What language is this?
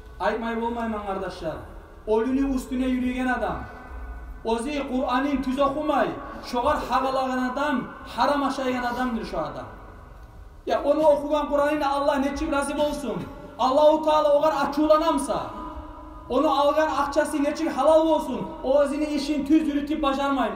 Kumyk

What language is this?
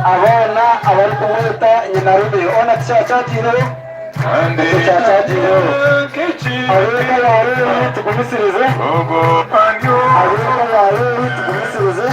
Nyankole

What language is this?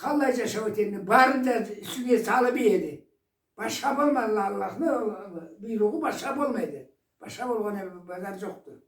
Karachay-Balkar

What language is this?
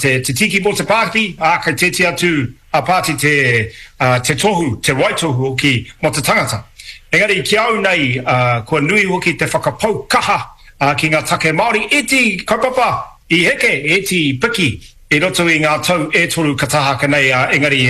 Māori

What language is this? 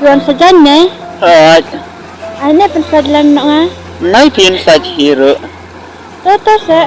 Khasi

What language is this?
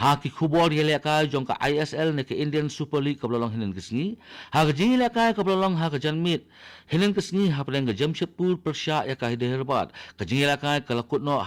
Khasi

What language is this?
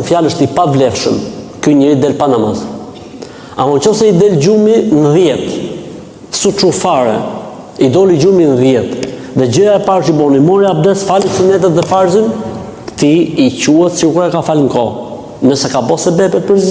Albanian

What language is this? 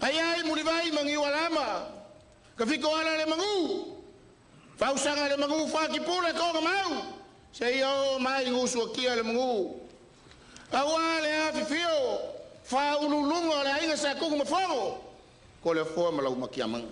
Samoan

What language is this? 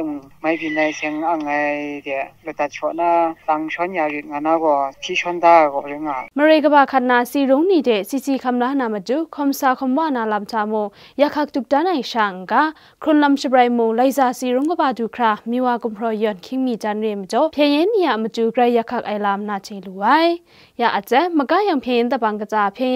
Kachin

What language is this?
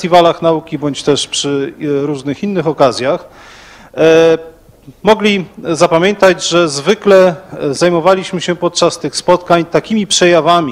Polish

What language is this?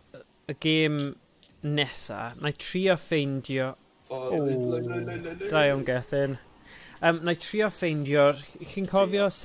Welsh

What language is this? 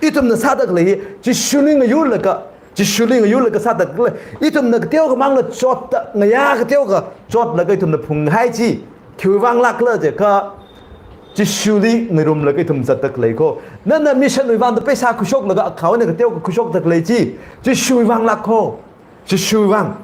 Tangkhul Naga (India)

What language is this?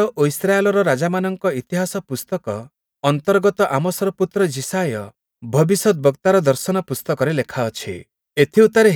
Odia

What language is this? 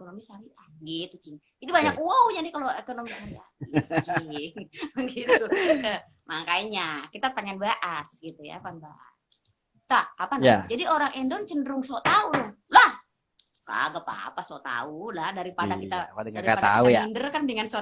Betawi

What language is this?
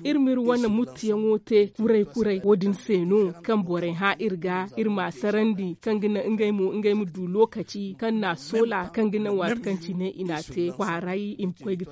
Zarma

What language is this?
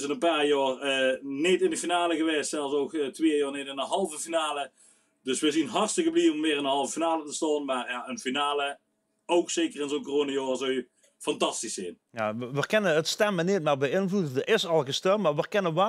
Limburgish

